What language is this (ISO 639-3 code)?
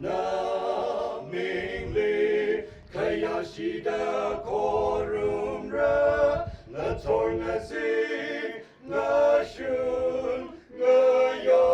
nmf